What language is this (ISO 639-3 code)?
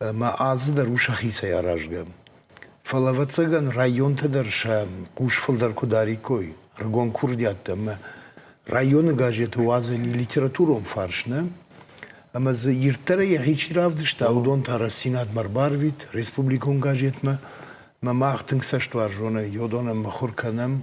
oss